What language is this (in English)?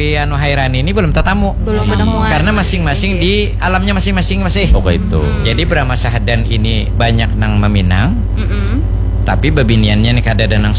Banjar